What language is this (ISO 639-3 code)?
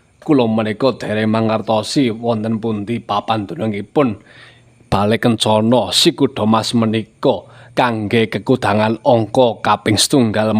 jav